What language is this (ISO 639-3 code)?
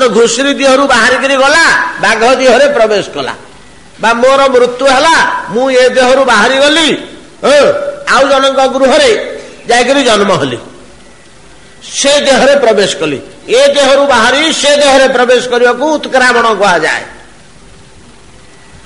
ori